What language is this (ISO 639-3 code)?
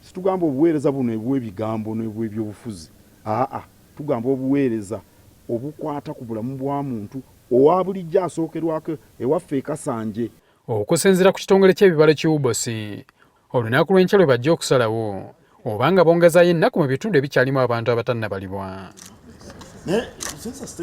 lug